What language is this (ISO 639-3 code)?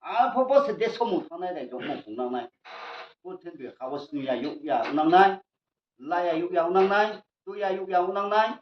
ria